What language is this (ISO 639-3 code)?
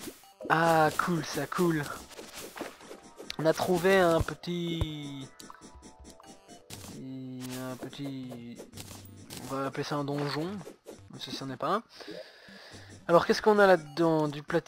fra